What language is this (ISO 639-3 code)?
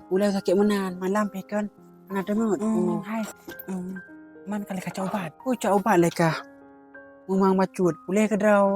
ace